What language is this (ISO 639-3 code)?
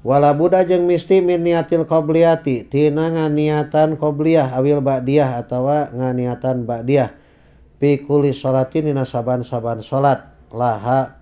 sun